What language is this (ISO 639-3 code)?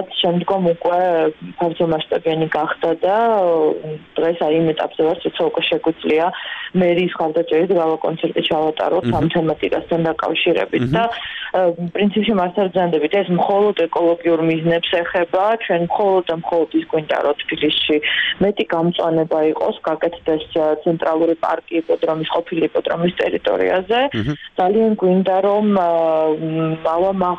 kat